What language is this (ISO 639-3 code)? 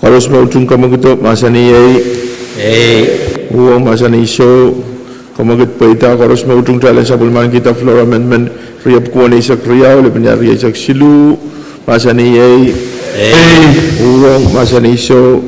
pon